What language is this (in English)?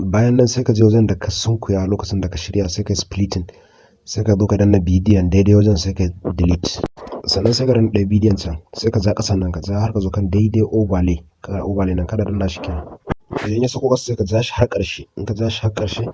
Hausa